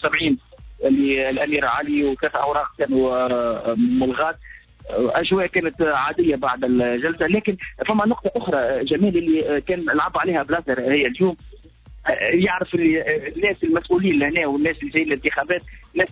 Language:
Tunisian Arabic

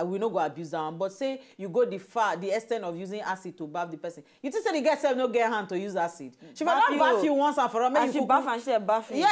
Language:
Nigerian Pidgin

